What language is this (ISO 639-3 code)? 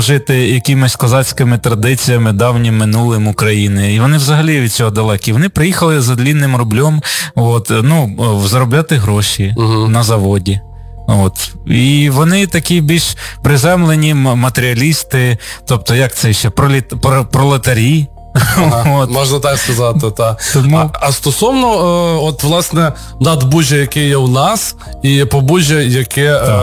ukr